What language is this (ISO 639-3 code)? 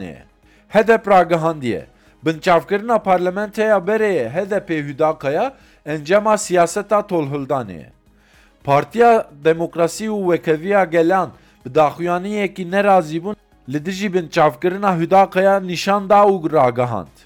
kur